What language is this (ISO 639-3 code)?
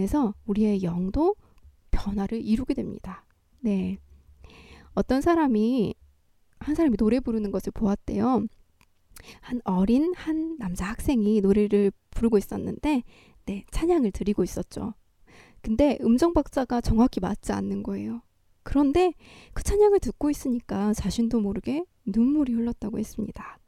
kor